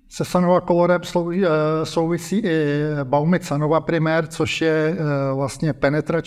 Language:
Czech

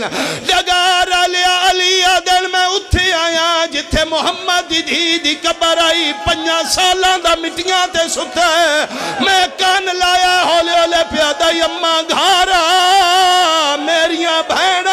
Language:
Pahari-Potwari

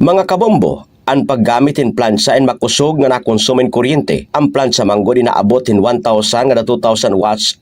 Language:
Waray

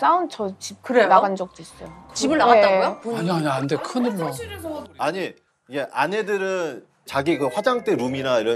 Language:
Korean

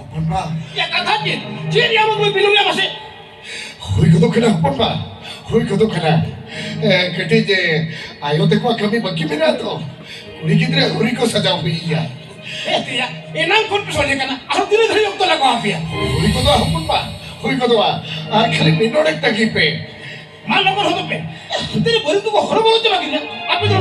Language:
Santali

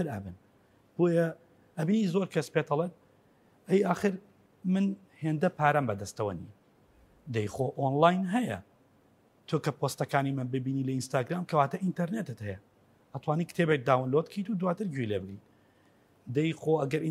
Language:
Central Kurdish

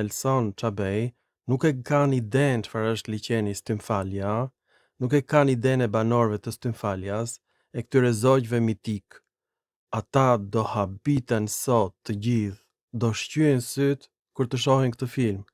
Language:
Albanian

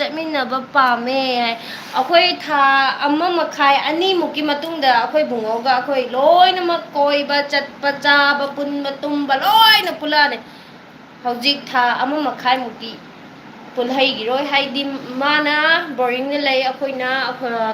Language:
Manipuri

